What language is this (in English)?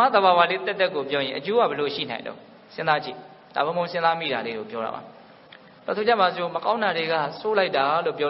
Burmese